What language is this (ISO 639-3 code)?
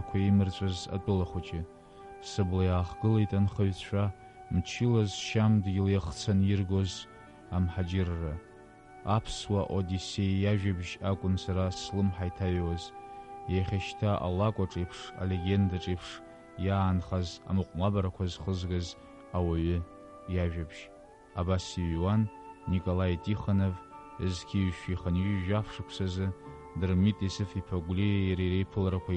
abk